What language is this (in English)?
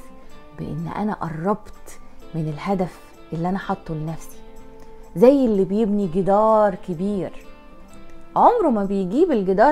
Egyptian Arabic